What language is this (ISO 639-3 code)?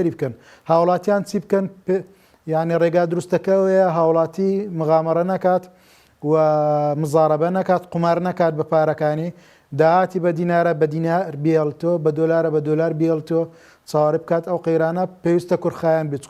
ckb